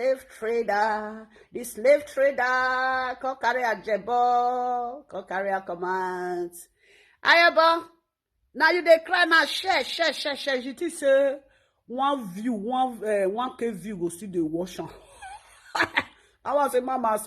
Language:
Nigerian Pidgin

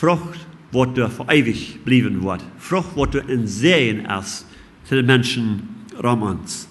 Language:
Plautdietsch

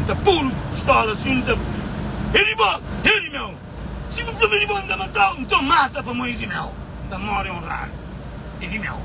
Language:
Kabuverdianu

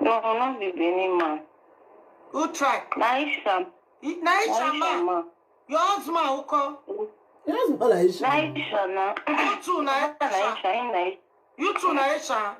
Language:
Nigerian Pidgin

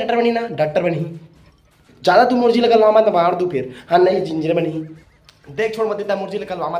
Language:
Chhattisgarhi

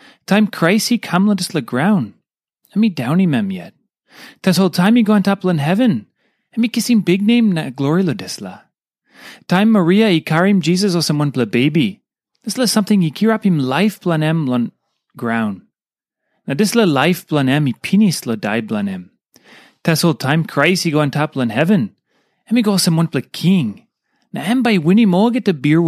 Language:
Tok Pisin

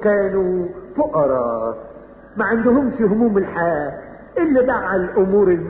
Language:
Egyptian Arabic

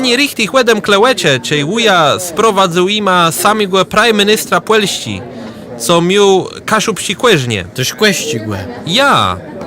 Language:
Kashubian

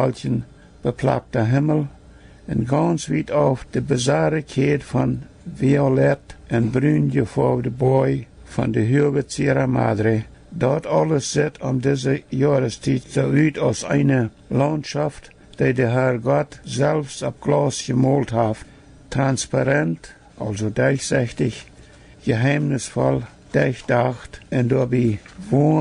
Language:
Plautdietsch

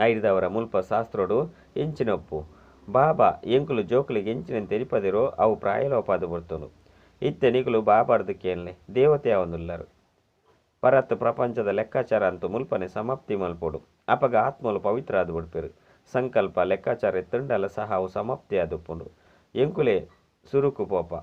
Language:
Tulu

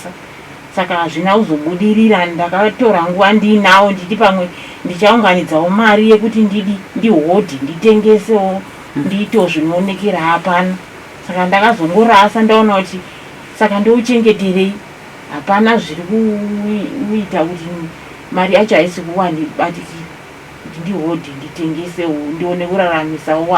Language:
Shona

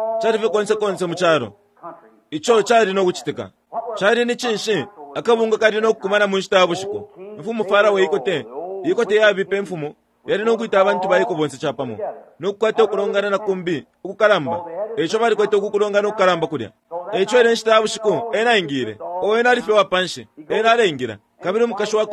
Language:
Bemba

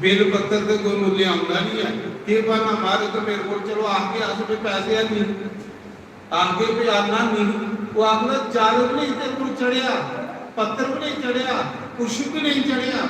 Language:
Dogri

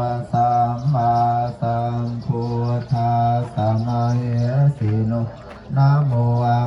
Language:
Pali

